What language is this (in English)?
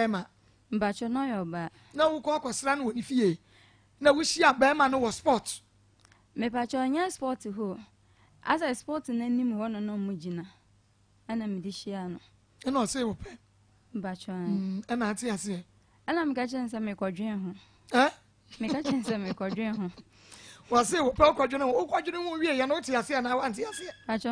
Akan